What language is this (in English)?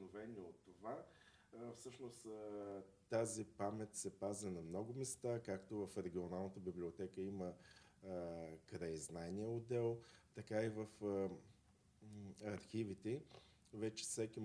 Bulgarian